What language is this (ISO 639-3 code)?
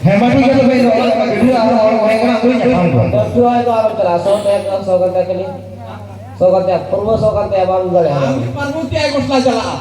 sat